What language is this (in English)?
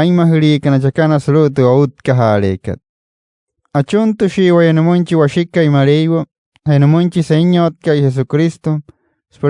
Wayuu